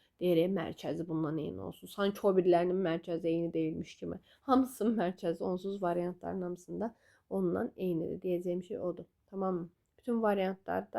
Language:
Azerbaijani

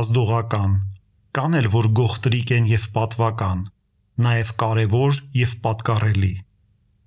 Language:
Armenian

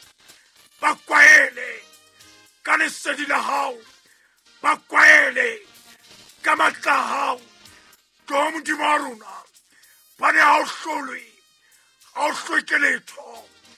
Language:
Southern Sotho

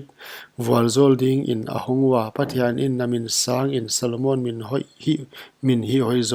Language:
Paite Chin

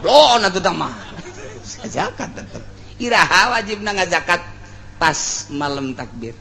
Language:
Sundanese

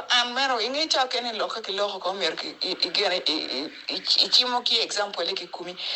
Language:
Acoli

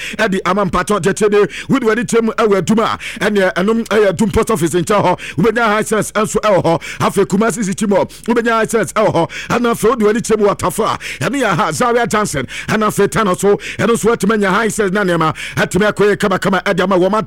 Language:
Akan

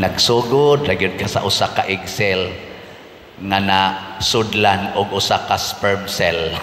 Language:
Cebuano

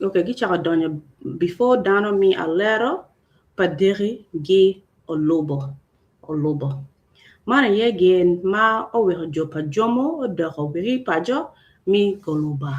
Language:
Acoli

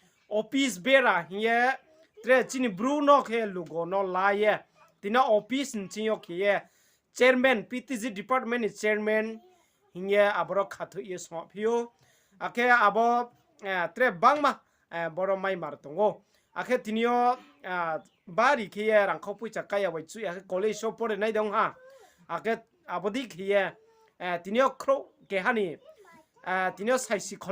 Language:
Riang (India)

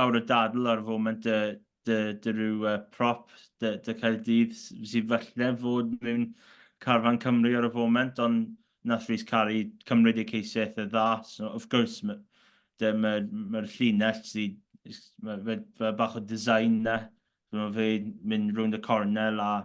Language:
Welsh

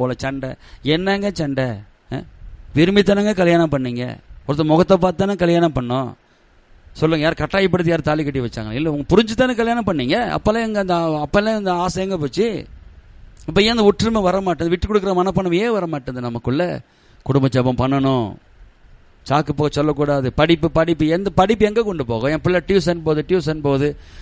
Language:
Tamil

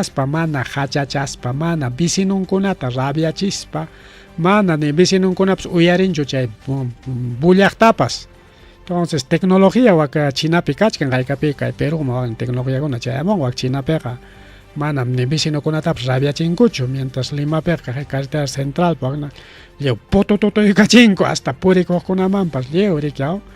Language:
Ayacucho Quechua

